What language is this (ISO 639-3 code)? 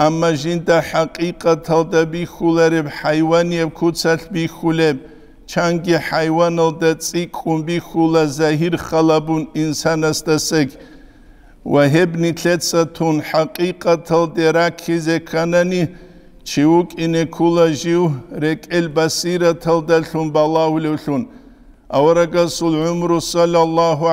ava